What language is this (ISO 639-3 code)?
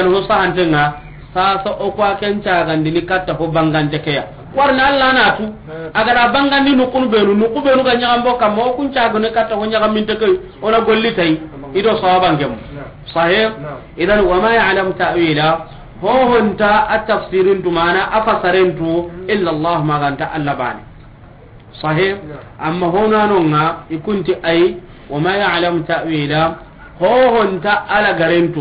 snk